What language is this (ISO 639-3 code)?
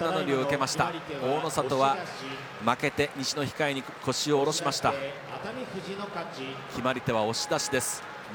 jpn